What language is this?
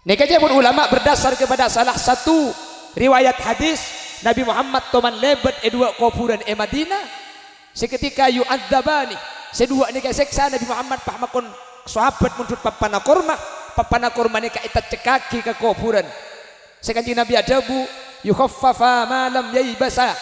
Madurese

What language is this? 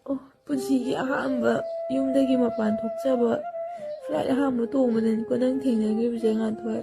Manipuri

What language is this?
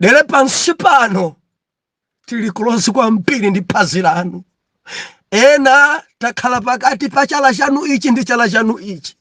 Nyanja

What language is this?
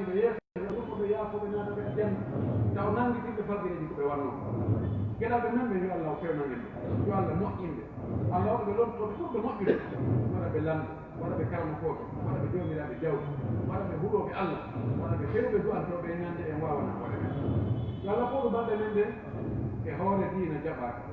Pular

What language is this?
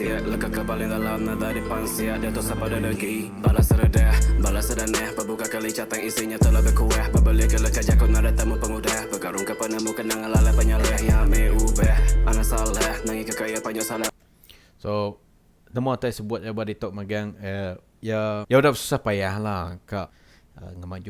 Iban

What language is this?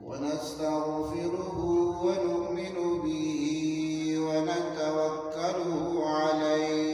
Eastern Balochi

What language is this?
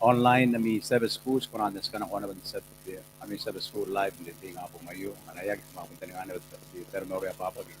Gilbertese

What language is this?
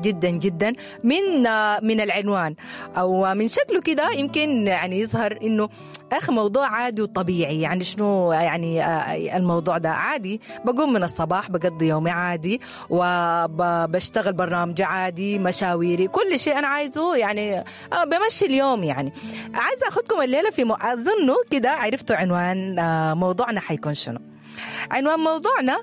Sudanese Arabic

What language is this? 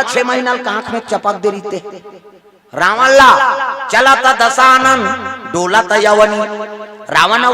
Chhattisgarhi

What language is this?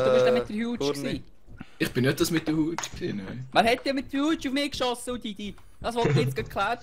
Swiss German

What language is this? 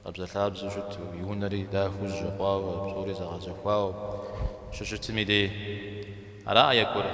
Kabardian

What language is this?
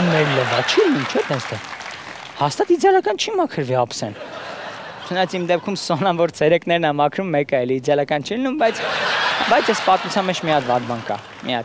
Armenian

